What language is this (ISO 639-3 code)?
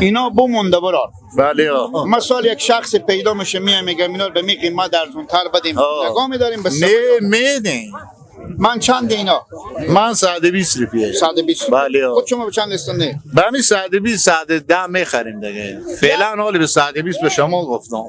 fas